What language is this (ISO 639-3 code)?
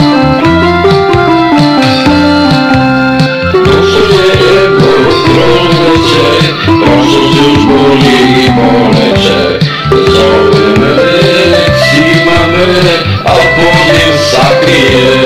srp